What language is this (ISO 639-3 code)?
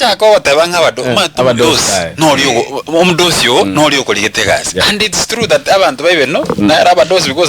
guz